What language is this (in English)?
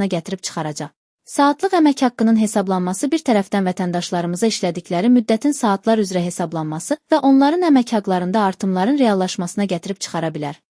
Azerbaijani